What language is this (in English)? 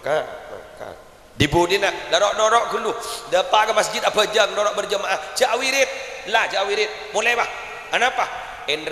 Madurese